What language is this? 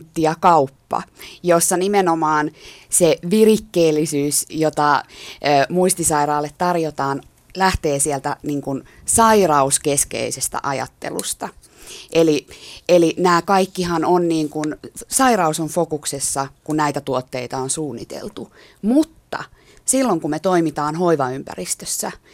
Finnish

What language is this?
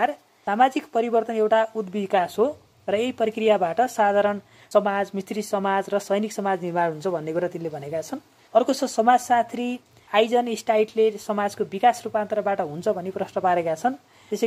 Nepali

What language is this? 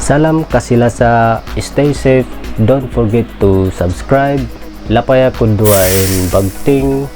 Tausug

